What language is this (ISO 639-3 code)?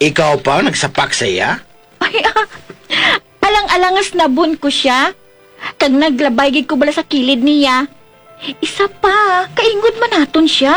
hil